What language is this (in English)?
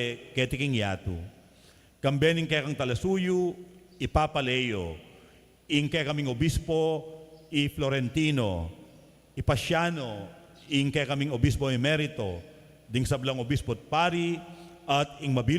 Pampanga